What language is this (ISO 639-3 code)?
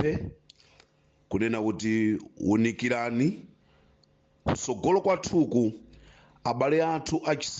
nya